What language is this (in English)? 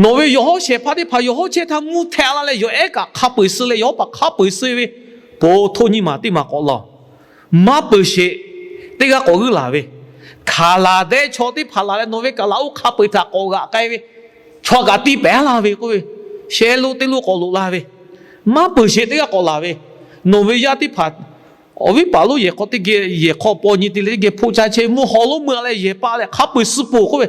Lahu